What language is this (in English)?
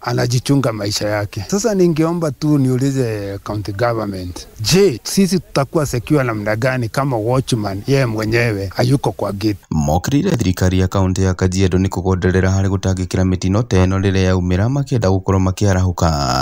Kikuyu